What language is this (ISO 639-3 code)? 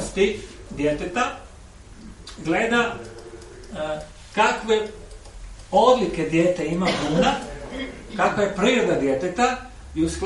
hrv